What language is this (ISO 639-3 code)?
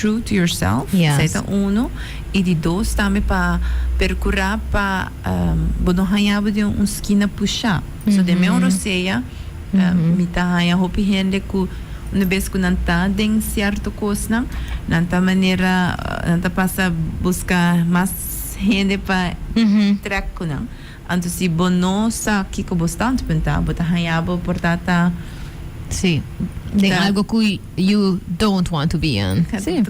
pap